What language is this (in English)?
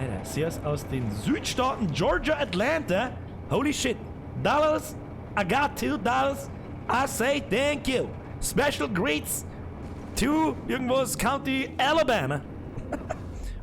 Bavarian